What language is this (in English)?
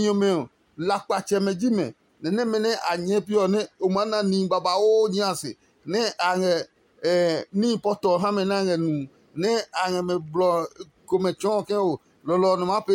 Adangme